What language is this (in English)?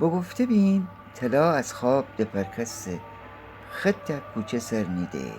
Gilaki